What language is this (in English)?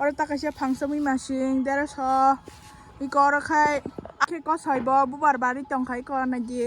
Kok Borok